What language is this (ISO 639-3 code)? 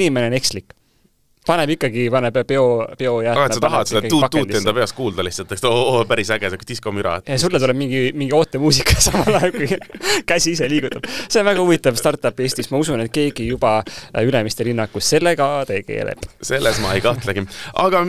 est